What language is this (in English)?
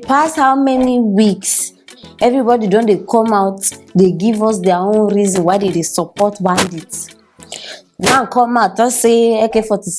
Nigerian Pidgin